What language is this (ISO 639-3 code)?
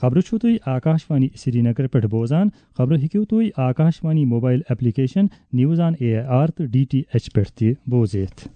kas